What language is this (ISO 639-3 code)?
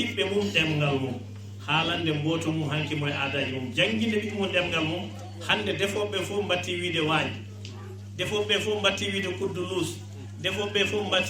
ful